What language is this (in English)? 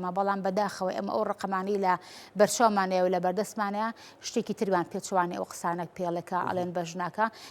Central Kurdish